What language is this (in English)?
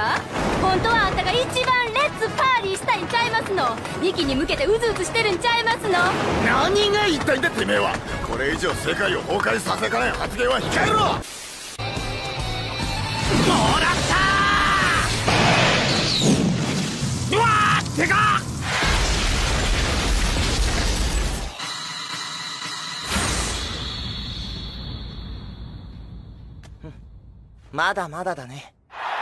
Japanese